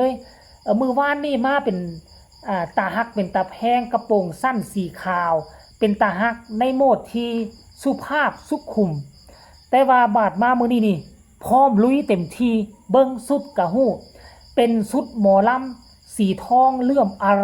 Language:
Northeastern Thai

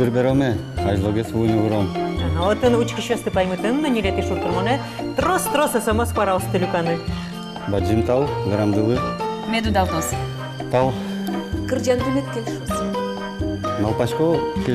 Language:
Udmurt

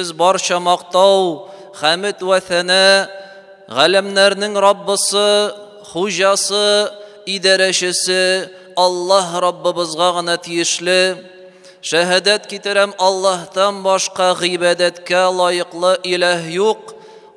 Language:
Tatar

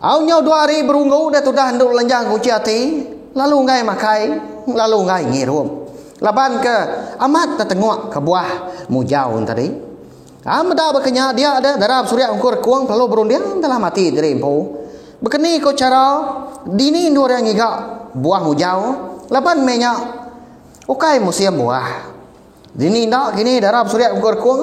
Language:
Iban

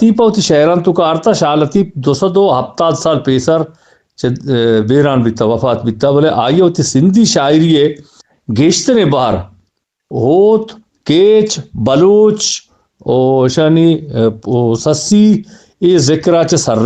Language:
Eastern Balochi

